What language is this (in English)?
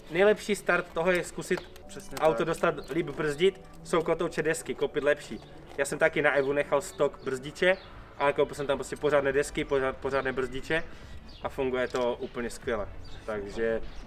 Czech